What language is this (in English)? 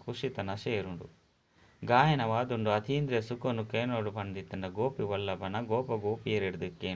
Tulu